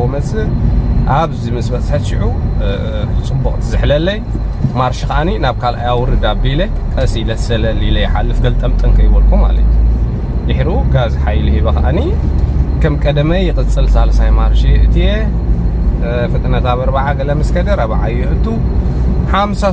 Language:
Tigrinya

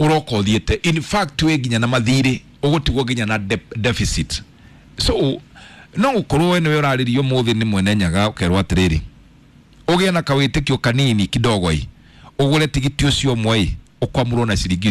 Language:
Kikuyu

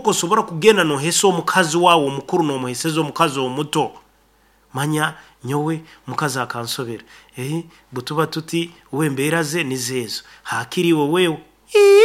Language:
Nyoro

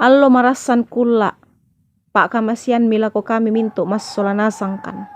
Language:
Toraja-Sa'dan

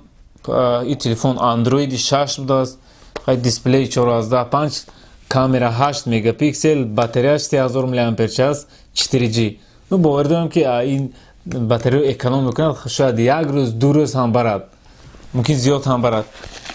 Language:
Tajik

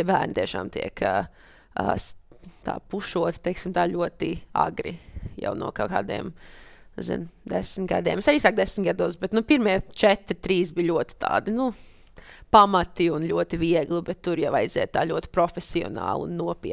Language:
Latvian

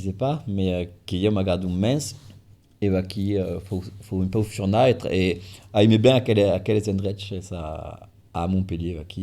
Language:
Occitan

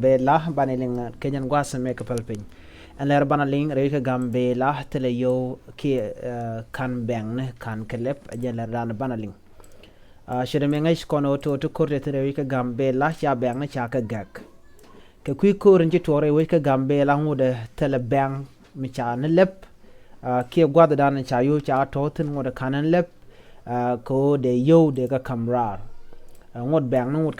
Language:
Nuer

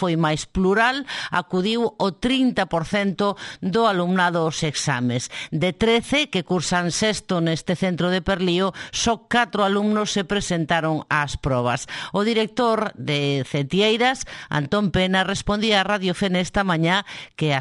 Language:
Galician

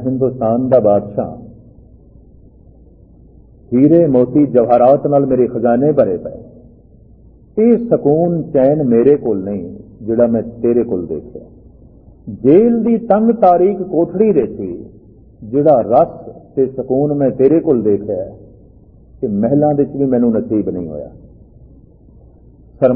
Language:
Punjabi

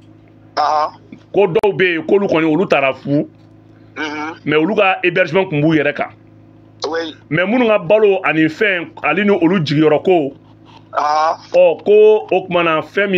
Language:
Bambara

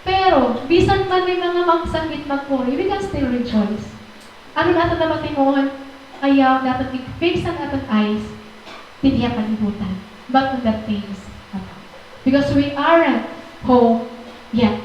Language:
Waray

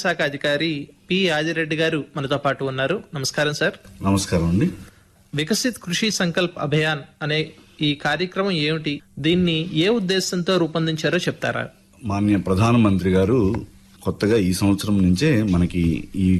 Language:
Telugu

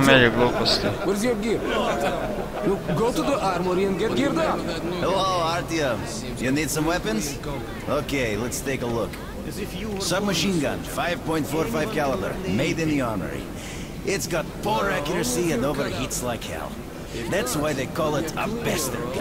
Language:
Croatian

